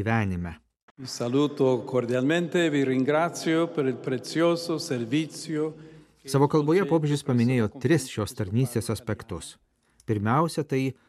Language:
Lithuanian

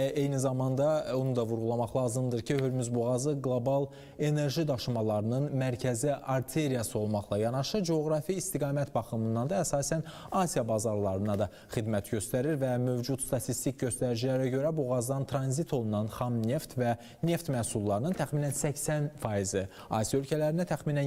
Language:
Azerbaijani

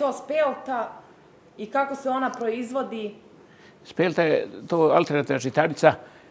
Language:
Serbian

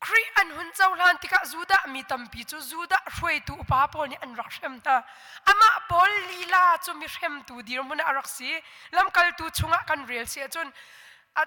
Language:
Hakha Chin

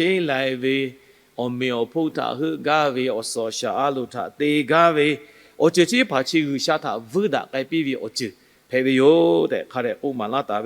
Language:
Lahu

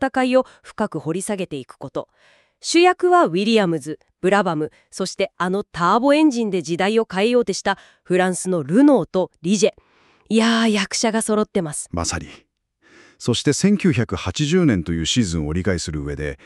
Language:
Japanese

